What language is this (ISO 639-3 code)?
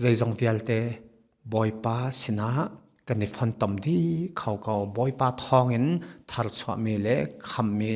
cnh